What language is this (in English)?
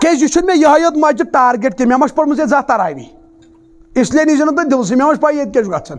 Kashmiri